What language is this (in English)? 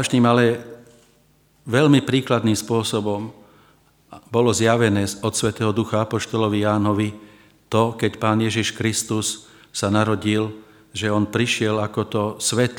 Slovak